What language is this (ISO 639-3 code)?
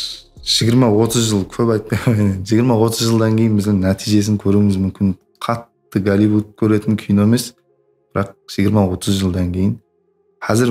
kaa